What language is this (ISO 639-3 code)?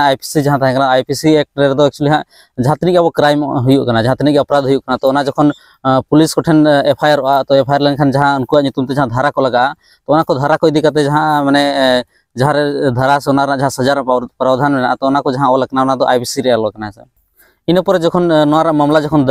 sat